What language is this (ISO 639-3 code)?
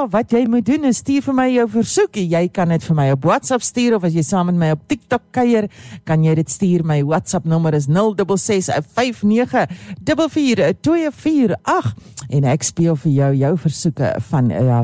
afr